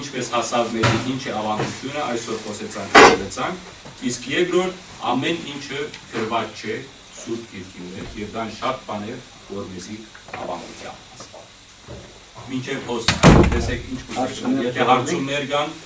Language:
Western Armenian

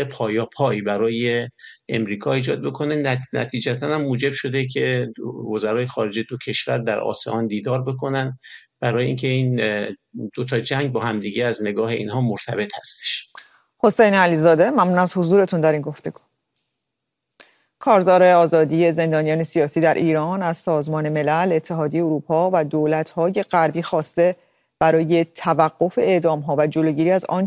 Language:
Persian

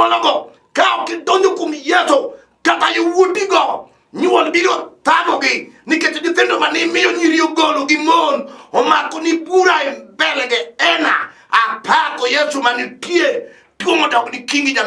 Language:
Luo (Kenya and Tanzania)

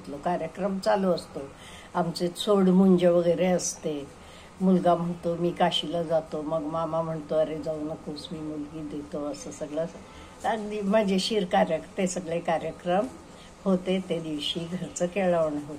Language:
Marathi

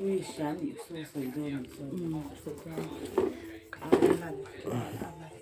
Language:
Mizo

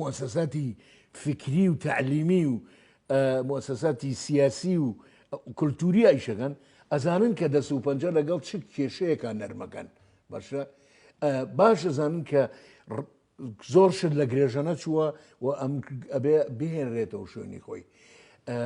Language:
Central Kurdish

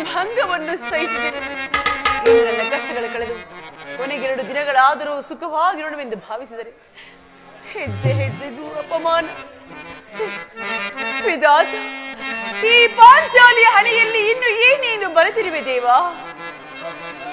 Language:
Kannada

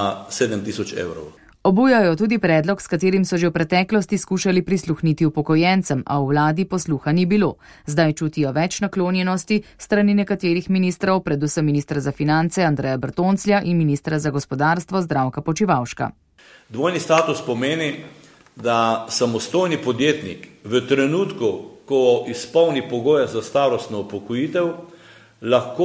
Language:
Slovenian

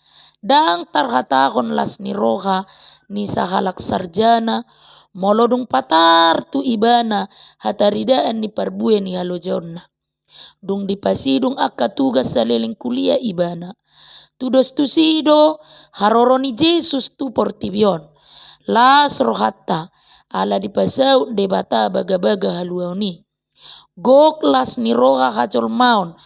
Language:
Batak Toba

